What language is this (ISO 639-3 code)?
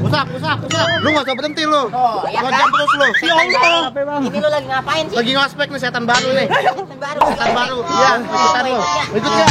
bew